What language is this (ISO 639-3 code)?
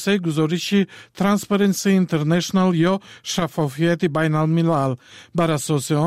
tgk